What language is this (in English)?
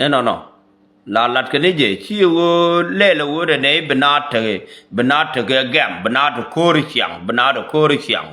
Nuer